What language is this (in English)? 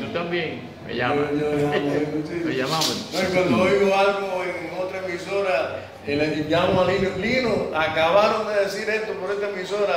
Spanish